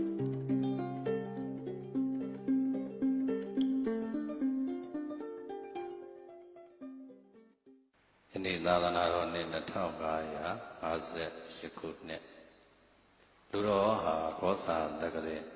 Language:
Burmese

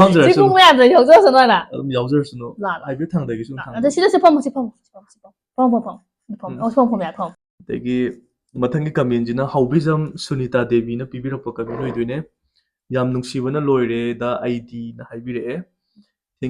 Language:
Manipuri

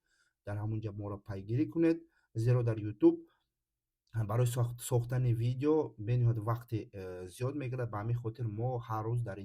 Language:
Tajik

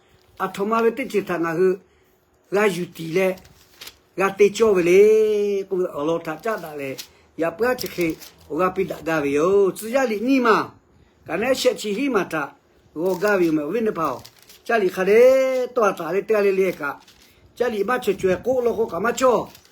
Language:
Lahu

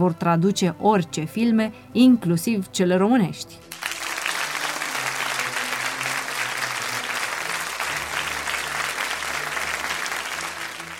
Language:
Romanian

